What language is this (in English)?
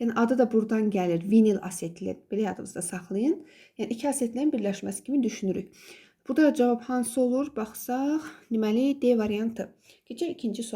Azerbaijani